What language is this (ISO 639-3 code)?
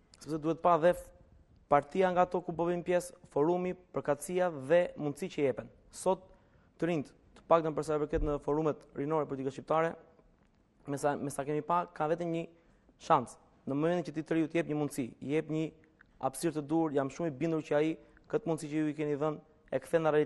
sqi